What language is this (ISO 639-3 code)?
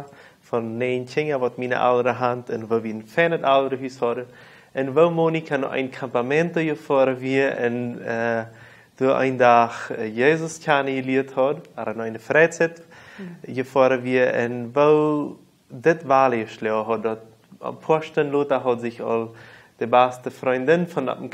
pdt